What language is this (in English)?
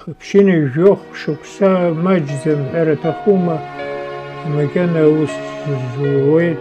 Abkhazian